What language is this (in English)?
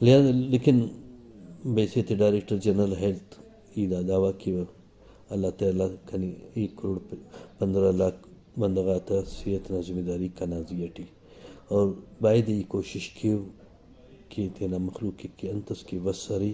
Brahui